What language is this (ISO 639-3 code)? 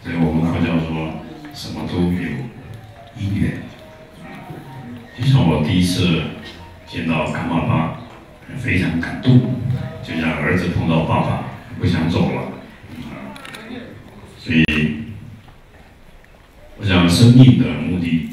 zho